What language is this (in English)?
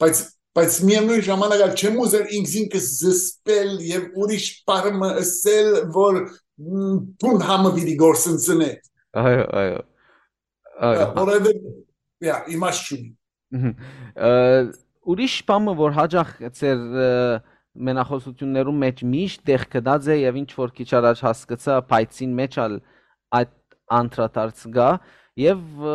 Western Armenian